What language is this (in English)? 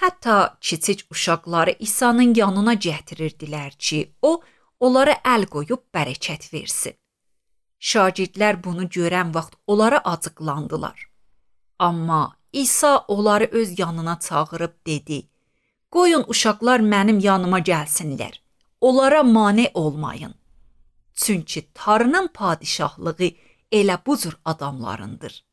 Azerbaijani